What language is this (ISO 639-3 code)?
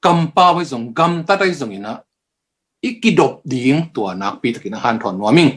ctd